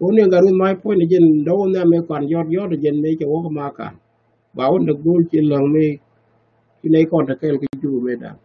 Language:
Nuer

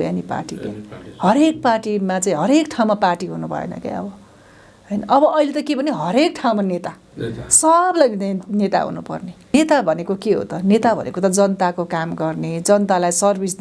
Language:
Nepali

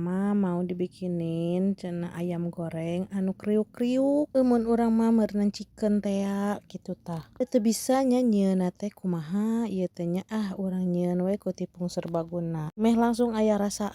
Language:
Sundanese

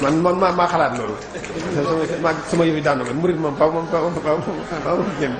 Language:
Wolof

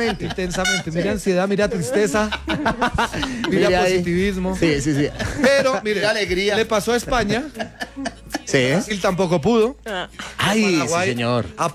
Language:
Spanish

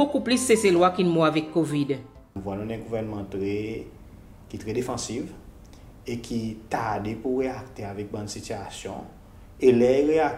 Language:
Seselwa Creole French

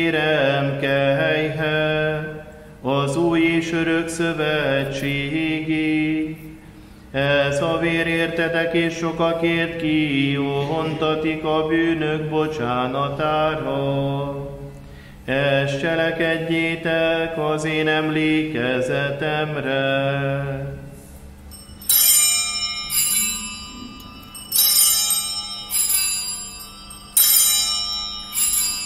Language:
Hungarian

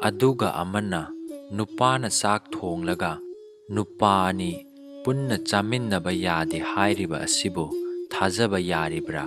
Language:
Manipuri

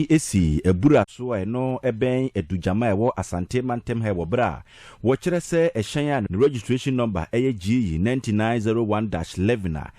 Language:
Akan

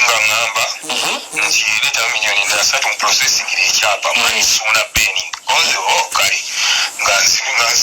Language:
Ganda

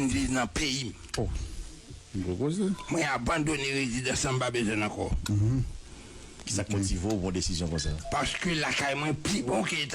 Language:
Haitian Creole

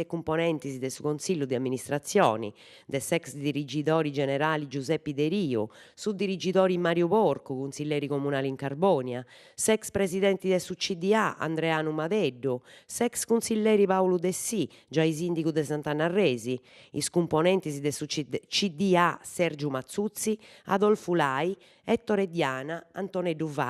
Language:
Sardinian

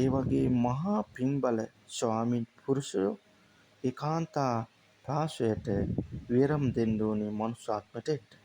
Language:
Sinhala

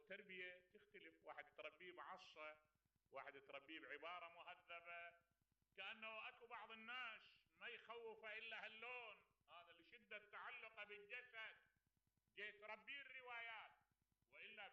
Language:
Mesopotamian Arabic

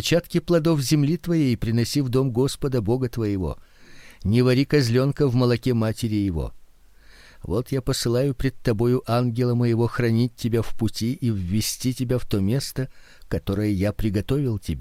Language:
Russian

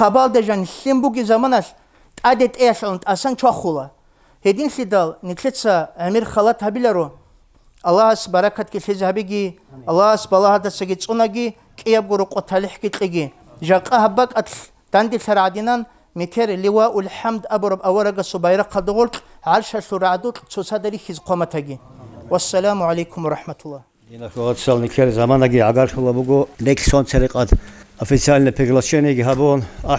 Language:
Avaric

